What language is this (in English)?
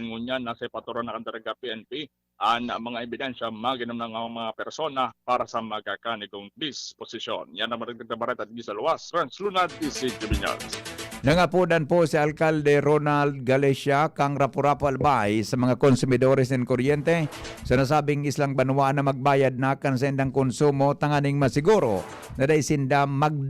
Bikol